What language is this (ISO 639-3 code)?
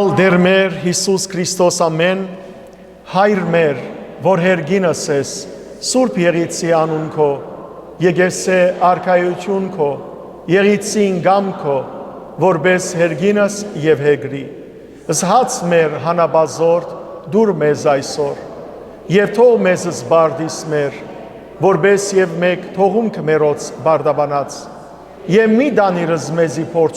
hyw